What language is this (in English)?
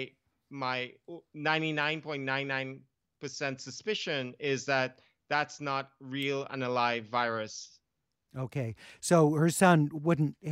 English